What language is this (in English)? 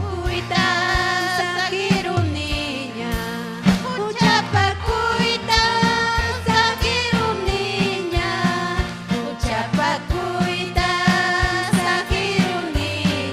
Ayacucho Quechua